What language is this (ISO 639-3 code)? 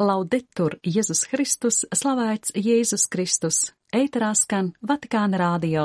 lav